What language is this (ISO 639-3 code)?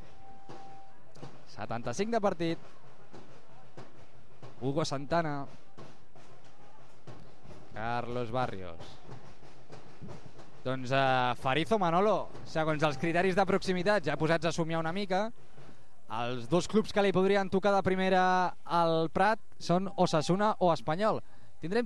cat